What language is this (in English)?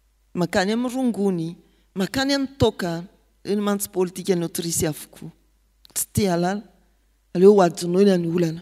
Malagasy